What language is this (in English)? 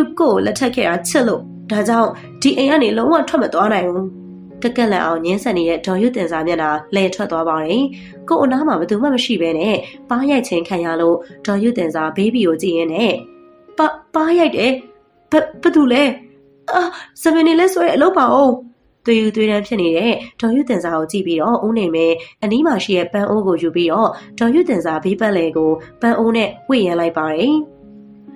Burmese